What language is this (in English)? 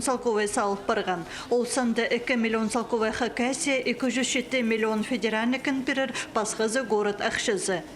Khakas